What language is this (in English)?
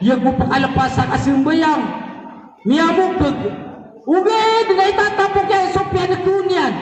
Maranao